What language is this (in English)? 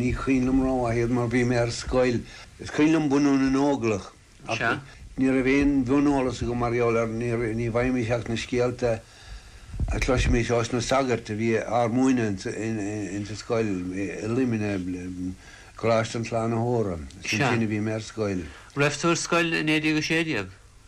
Irish